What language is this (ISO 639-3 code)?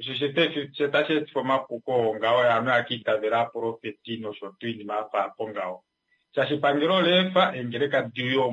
kua